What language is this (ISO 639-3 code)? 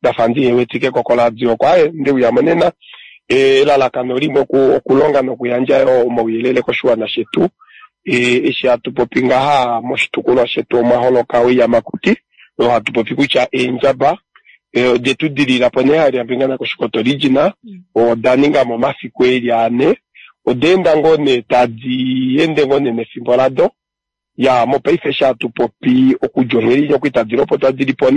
kua